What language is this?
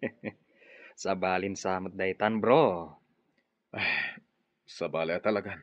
Iloko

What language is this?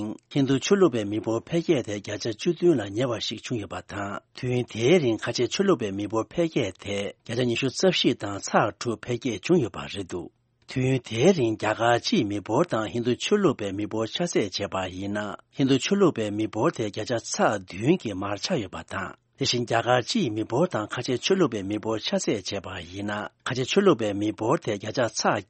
Tibetan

